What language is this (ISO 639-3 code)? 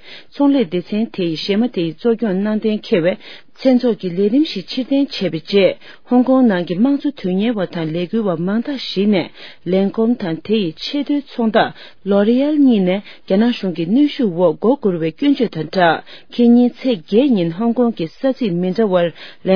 bod